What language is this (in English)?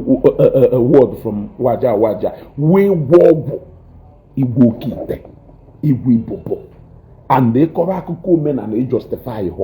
Igbo